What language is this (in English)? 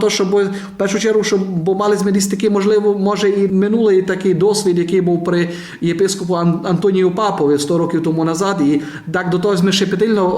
Rusyn